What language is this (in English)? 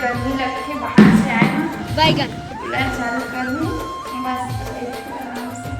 Chhattisgarhi